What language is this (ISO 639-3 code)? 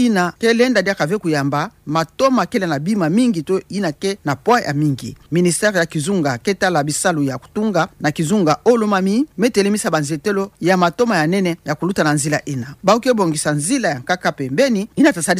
ktu